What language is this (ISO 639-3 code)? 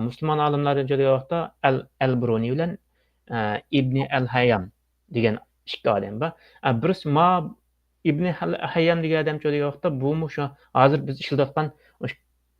uig